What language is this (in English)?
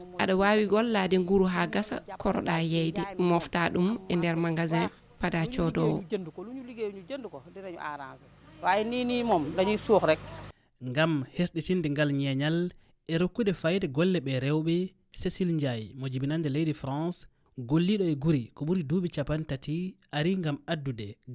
Fula